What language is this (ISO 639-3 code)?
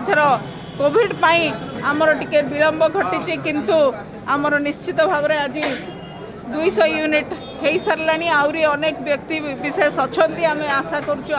ori